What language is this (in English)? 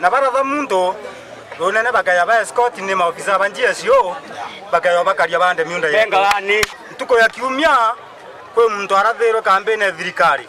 Meru